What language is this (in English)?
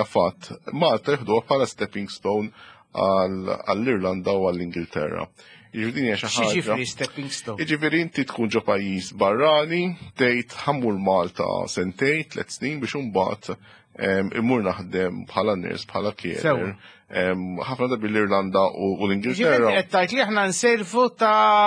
Maltese